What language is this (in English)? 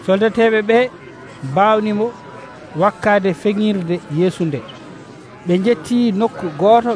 Nigerian Fulfulde